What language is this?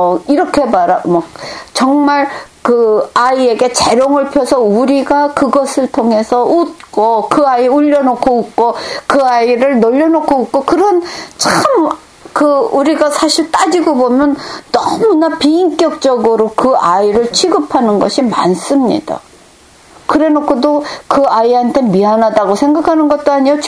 Korean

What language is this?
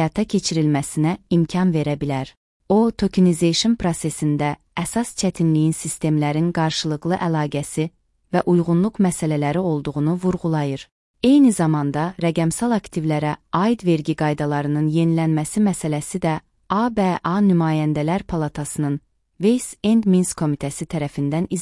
Azerbaijani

